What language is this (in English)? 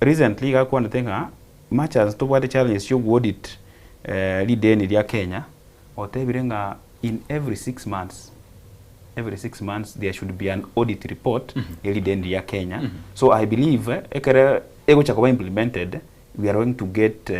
Gusii